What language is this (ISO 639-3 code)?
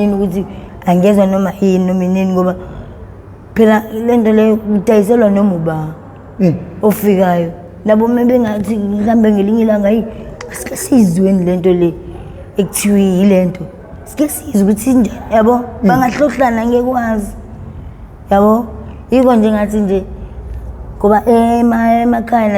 zul